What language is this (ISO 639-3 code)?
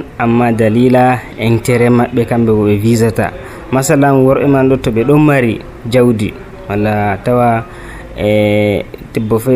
fuv